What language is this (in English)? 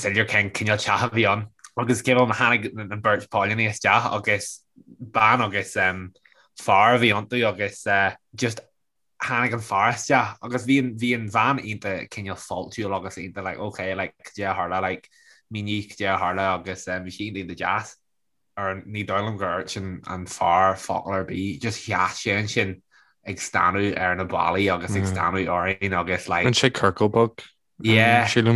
Irish